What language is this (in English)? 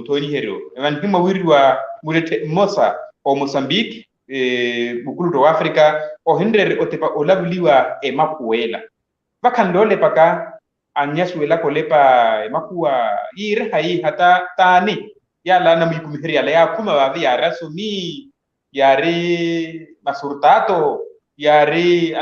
Makhuwa